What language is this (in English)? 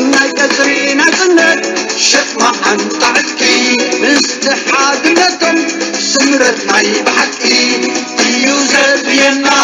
Tigrinya